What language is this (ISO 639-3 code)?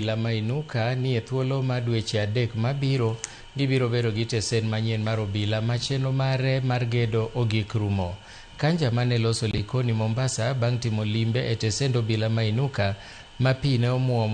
luo